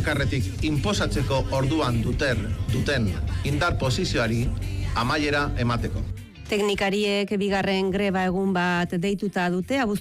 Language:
Basque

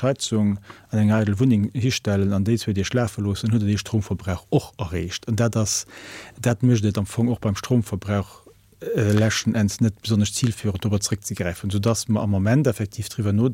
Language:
Luxembourgish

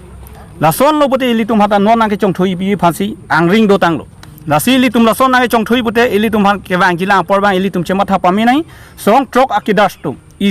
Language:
Karbi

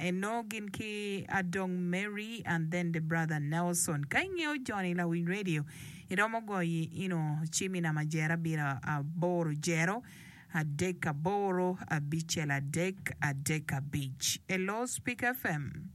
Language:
Acoli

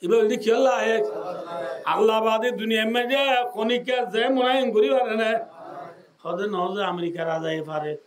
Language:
Rohingya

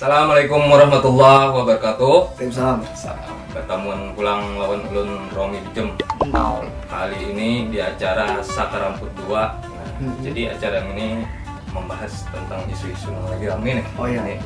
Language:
Banjar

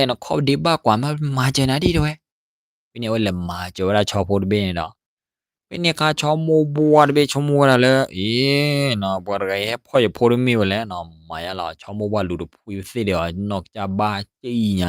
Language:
S'gaw Karen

